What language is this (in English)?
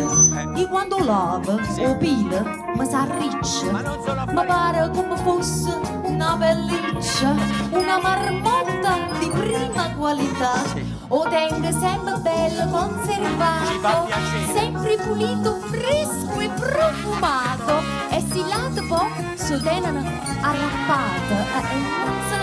Neapolitan